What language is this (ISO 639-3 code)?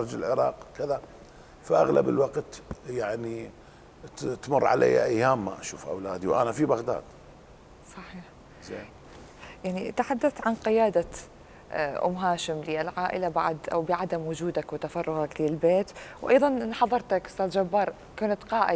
acm